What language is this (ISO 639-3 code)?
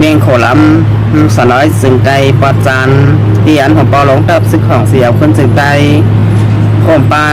shn